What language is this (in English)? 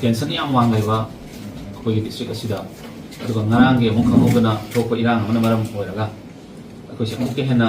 Manipuri